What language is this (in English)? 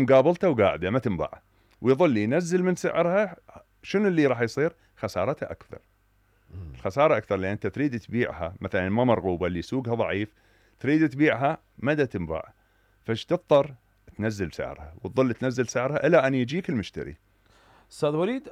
Mesopotamian Arabic